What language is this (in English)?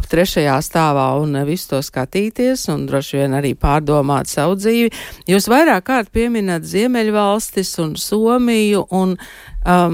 Latvian